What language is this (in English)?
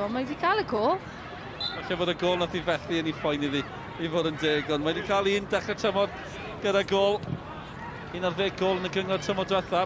Welsh